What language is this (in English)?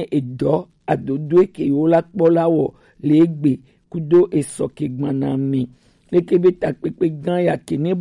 Gen